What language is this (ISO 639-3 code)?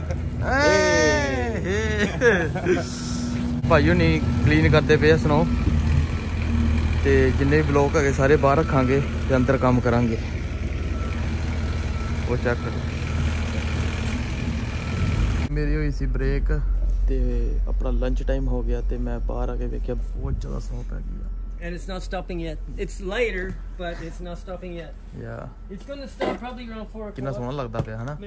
pan